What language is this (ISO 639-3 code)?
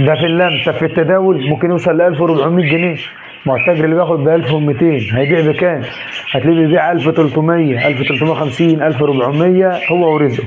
arz